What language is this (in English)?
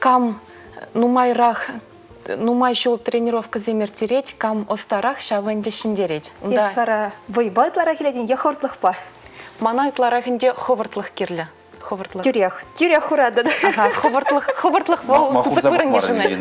Chuvash